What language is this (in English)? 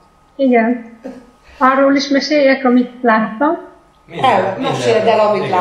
Hungarian